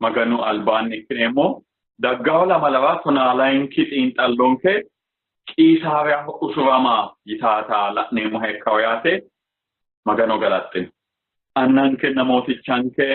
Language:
Sidamo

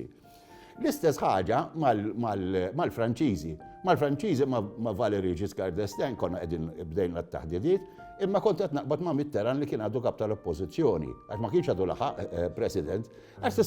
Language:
Maltese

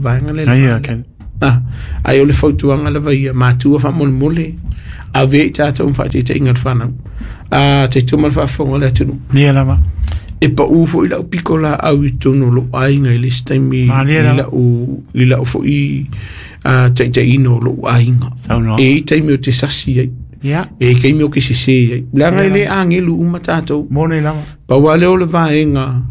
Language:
Samoan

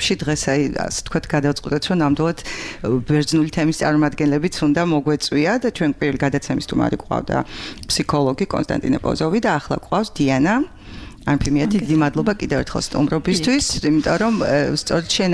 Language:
Georgian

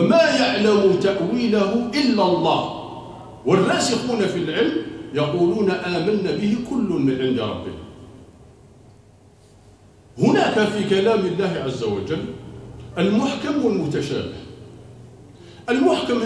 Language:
Arabic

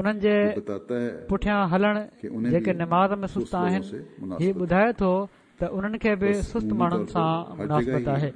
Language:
Sindhi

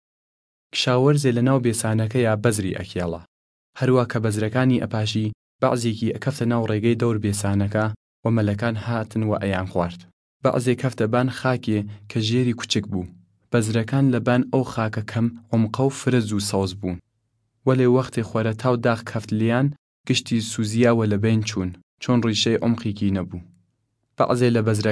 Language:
Southern Kurdish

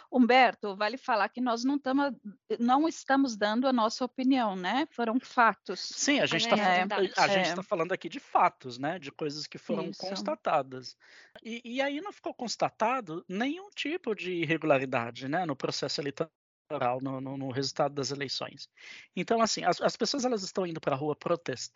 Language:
Portuguese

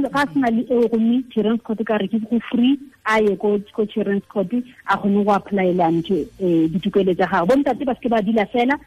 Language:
Tswana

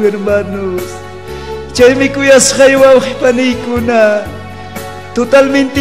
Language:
Ayacucho Quechua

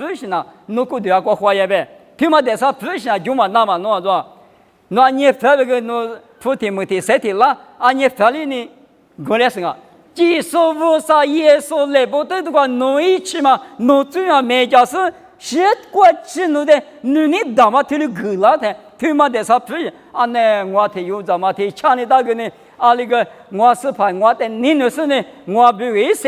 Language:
Lisu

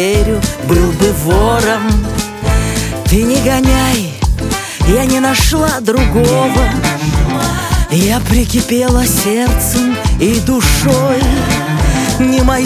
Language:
Russian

